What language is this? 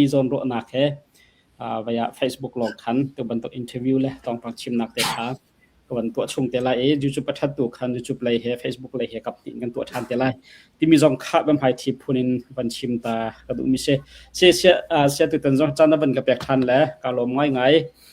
Hakha Chin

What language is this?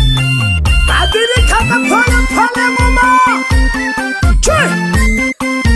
Swahili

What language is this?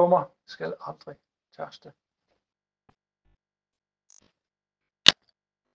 Danish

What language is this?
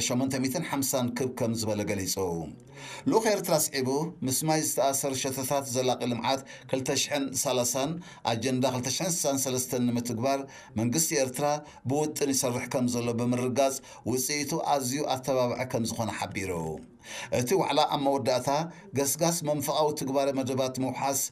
Tigrinya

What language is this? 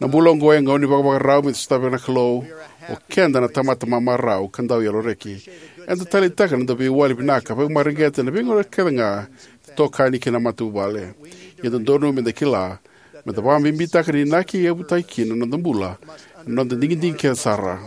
Fijian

